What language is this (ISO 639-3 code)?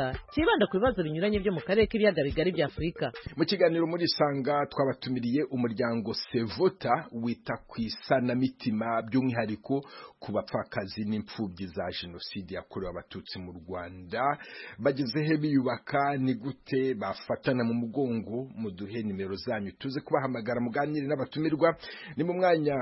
kin